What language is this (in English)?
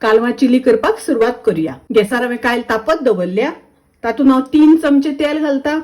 Konkani